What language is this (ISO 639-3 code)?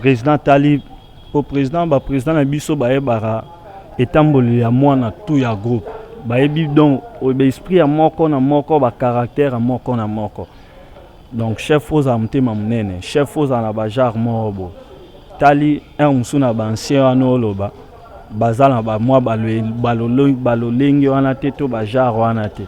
lin